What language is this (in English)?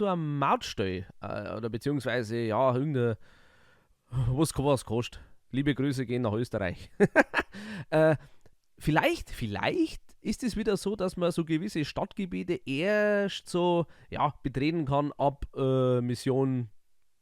Bavarian